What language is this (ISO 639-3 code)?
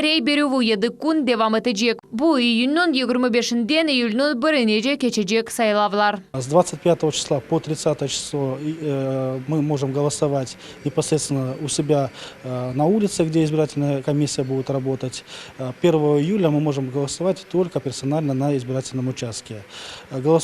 crh